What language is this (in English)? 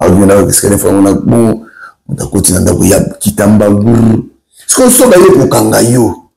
Lingala